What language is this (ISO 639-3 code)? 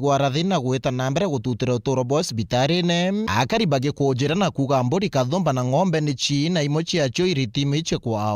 mer